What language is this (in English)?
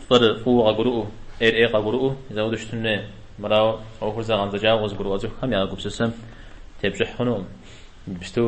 Kabardian